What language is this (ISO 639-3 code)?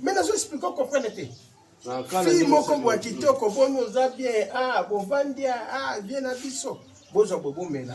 lin